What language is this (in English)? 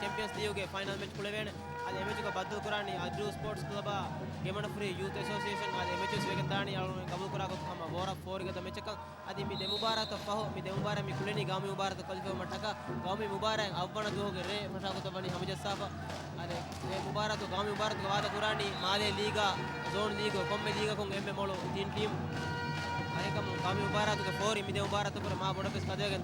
Divehi